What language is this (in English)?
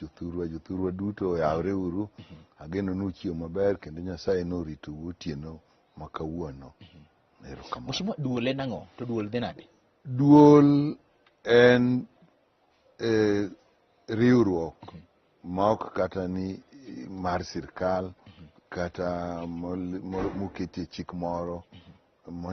Luo (Kenya and Tanzania)